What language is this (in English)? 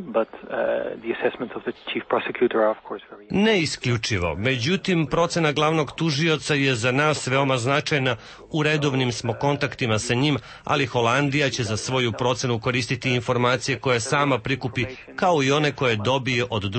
Serbian